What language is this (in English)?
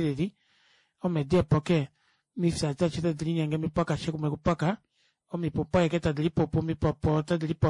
Kuanyama